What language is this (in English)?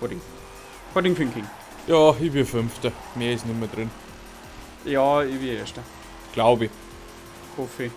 Bavarian